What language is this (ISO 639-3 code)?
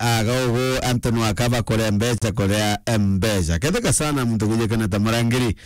mer